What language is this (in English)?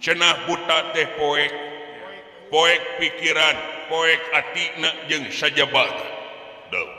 Sundanese